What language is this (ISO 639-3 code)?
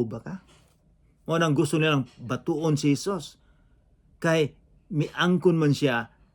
ceb